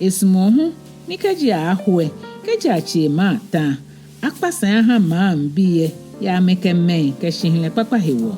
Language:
Ga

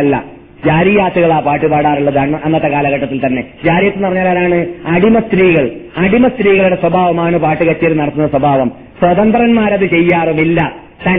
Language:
Malayalam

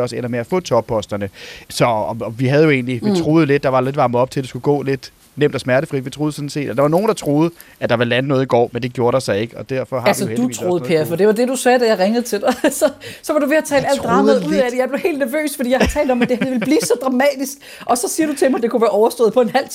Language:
Danish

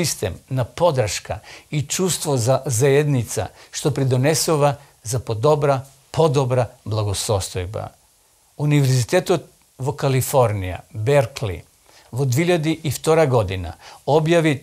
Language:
Macedonian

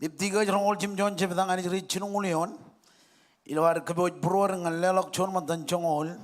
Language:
Marshallese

